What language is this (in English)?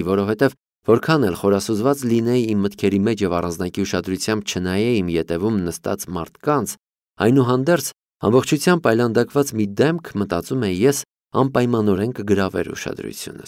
Armenian